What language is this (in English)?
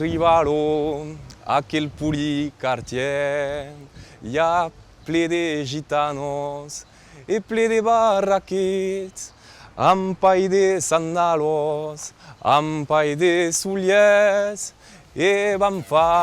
Occitan